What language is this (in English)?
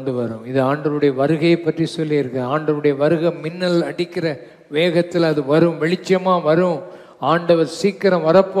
Tamil